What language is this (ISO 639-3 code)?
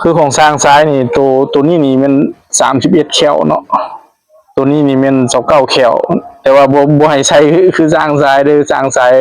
lao